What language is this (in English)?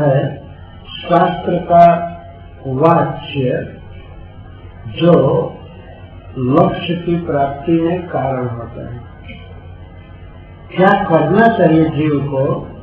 Hindi